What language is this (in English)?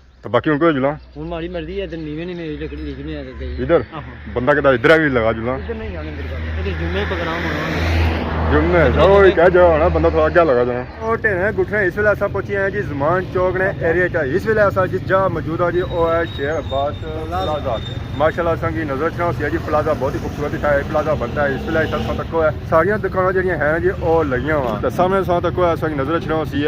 Pahari-Potwari